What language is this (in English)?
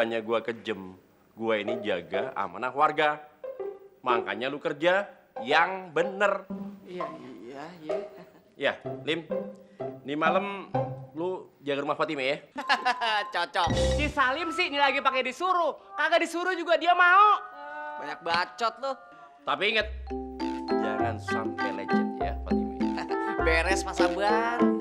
Betawi